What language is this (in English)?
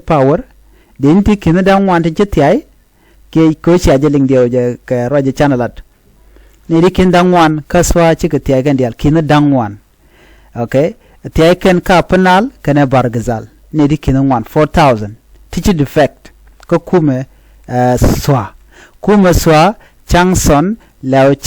Nuer